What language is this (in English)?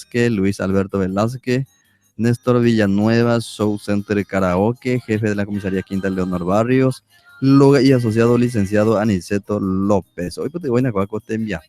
Guarani